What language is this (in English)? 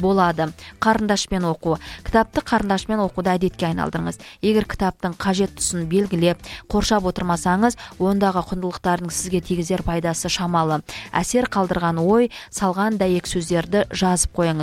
Kazakh